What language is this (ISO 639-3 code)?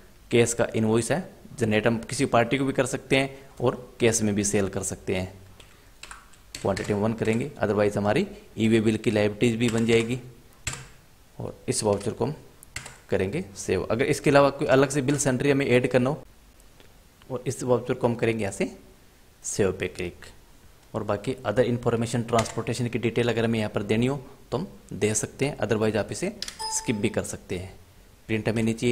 hin